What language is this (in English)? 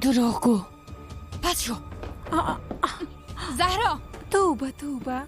Persian